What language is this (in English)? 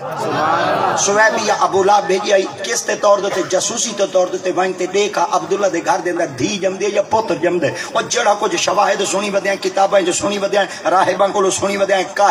Saraiki